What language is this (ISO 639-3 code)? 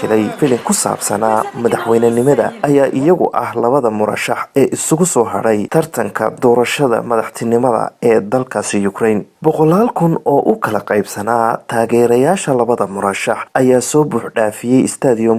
som